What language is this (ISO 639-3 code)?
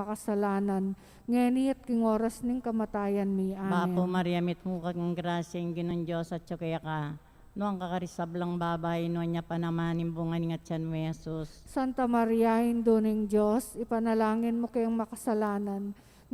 pam